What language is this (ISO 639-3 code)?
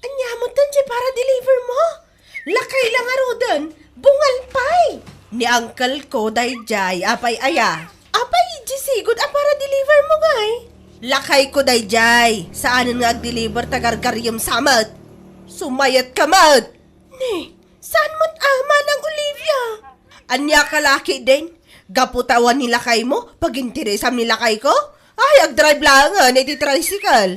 ilo